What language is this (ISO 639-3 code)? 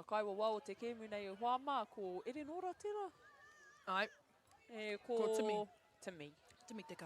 mri